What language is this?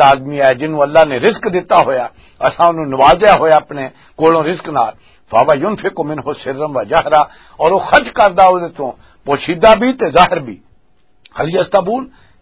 Western Panjabi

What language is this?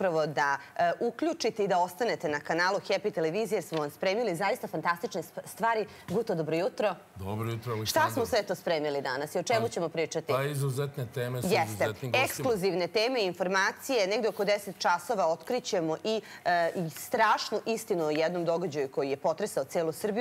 Serbian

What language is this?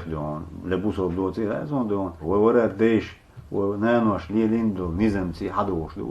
Chechen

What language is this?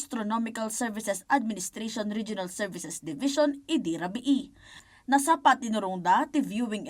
Iloko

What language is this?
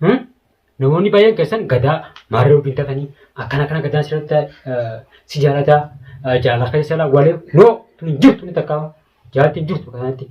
Oromo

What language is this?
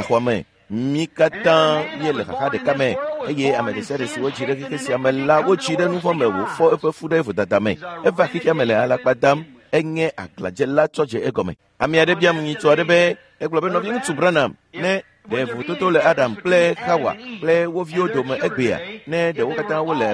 Ewe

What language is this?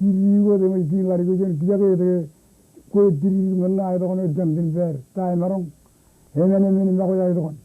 Marshallese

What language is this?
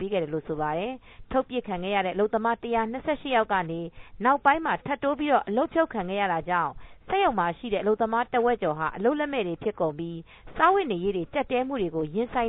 Burmese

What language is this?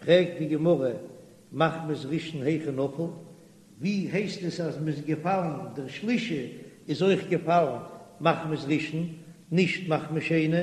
Yiddish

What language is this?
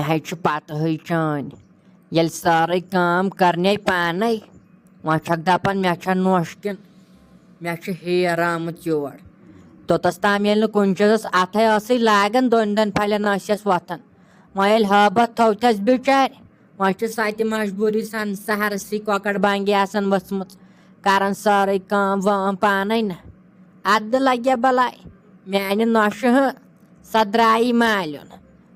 Kashmiri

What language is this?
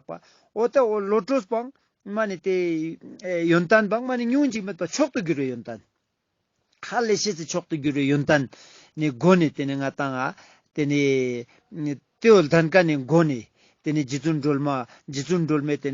Ladakhi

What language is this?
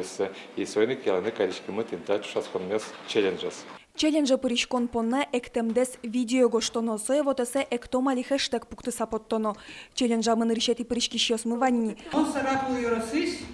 Udmurt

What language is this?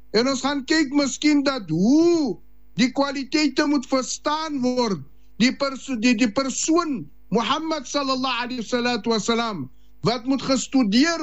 Afrikaans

